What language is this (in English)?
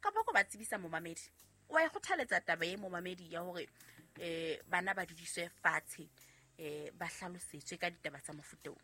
Southern Sotho